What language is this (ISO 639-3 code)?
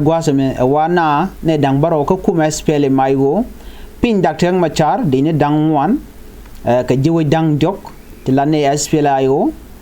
nus